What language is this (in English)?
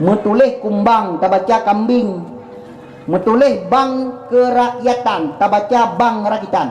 Achinese